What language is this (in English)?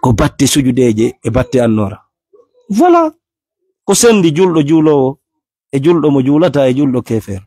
Fula